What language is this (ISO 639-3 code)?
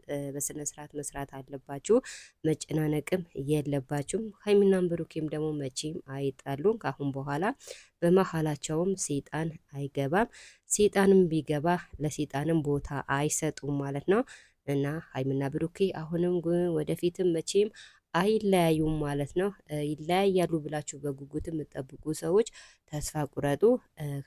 amh